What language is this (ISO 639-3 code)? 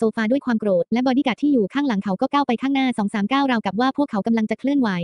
tha